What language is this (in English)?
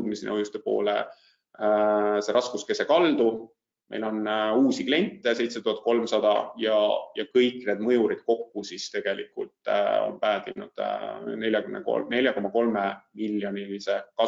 Estonian